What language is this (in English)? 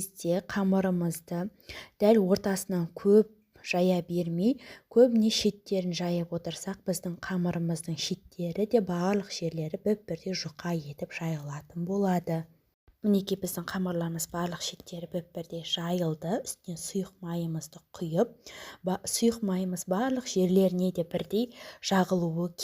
Kazakh